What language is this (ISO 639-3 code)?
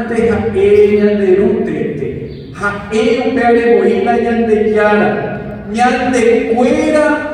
grn